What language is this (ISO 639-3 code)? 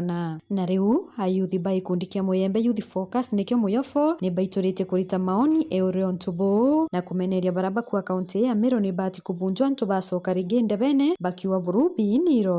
mer